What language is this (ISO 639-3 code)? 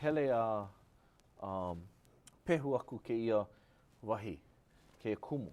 haw